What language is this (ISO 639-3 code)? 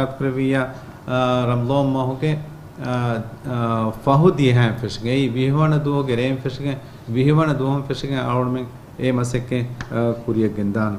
div